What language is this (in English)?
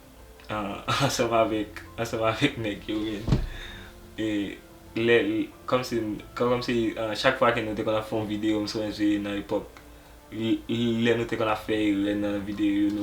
Haitian Creole